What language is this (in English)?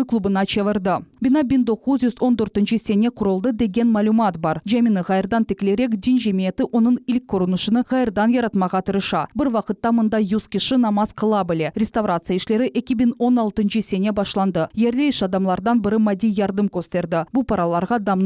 Crimean Tatar